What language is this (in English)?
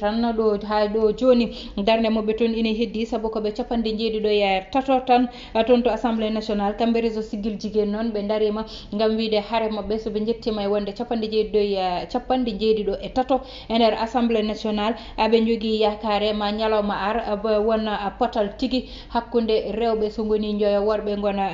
Fula